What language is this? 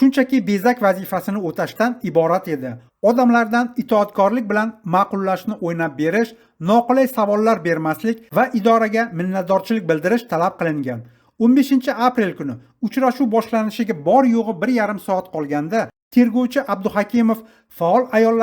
Uzbek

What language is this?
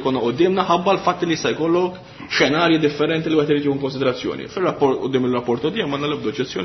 Maltese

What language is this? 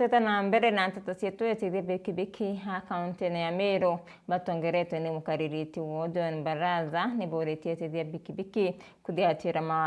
Meru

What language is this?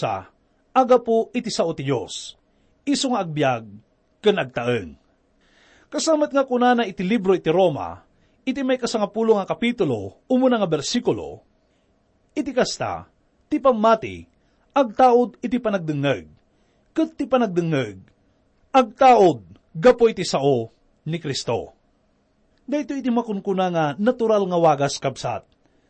Iloko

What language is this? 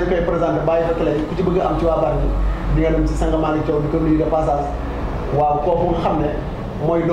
Wolof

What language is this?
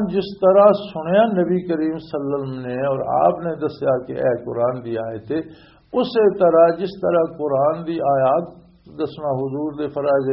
Western Panjabi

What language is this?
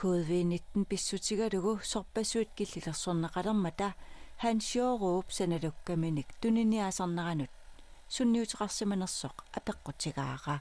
Kalaallisut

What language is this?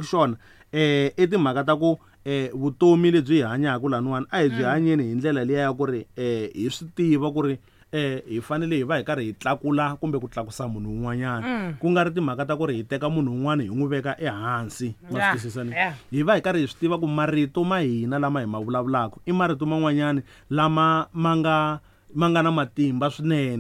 Tsonga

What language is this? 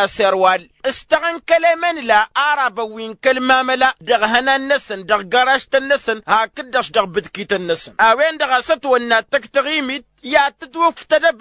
Tamasheq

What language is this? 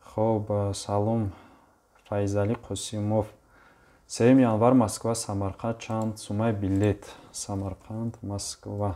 Tajik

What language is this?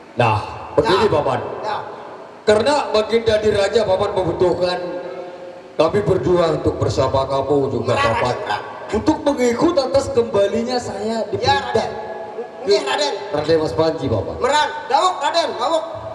Sasak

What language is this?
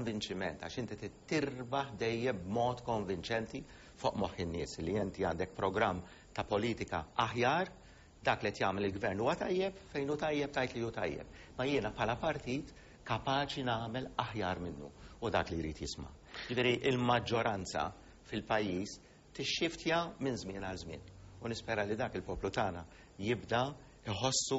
Maltese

